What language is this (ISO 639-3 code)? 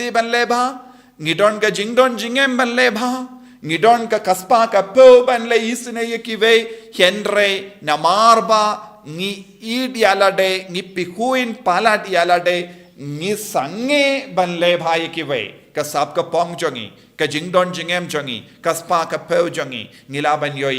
kha